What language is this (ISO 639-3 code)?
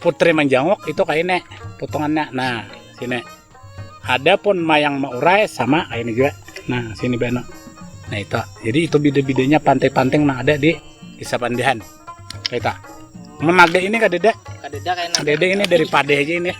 bjn